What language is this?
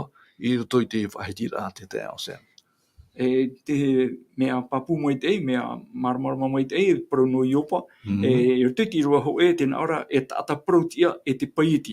Tahitian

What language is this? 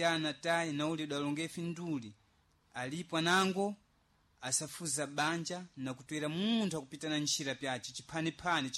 Sena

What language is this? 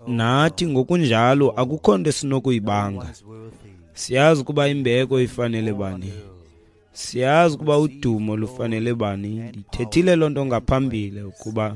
Xhosa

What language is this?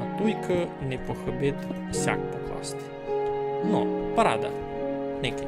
Rusyn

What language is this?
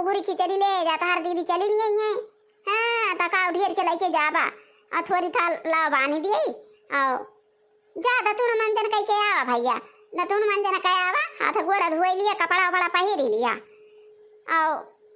Awadhi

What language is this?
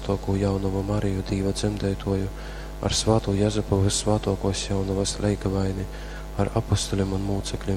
Latgalian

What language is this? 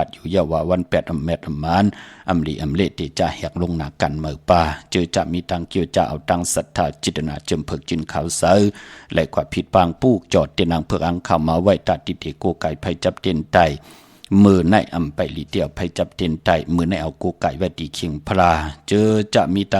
Shan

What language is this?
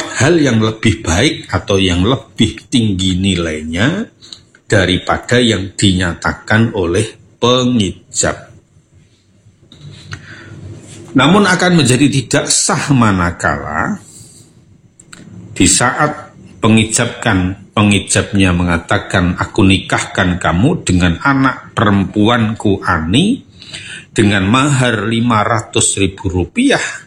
Indonesian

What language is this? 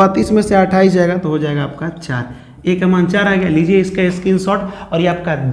Hindi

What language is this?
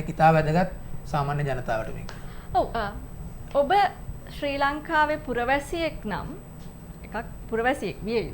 Sinhala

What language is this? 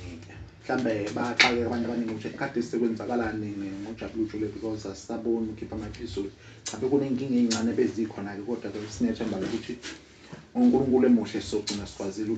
Zulu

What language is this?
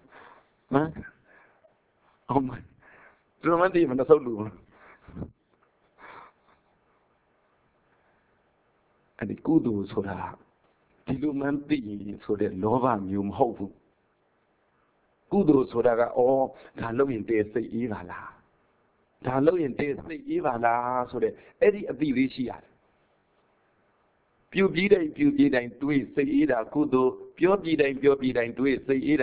Burmese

